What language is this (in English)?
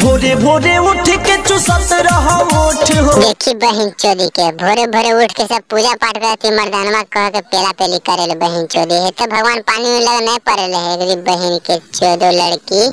Magahi